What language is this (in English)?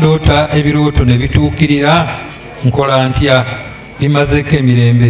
Ganda